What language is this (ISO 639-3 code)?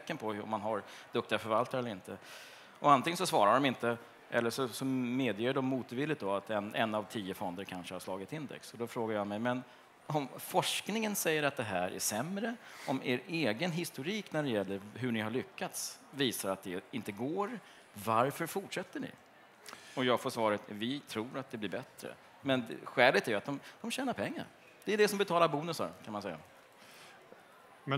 swe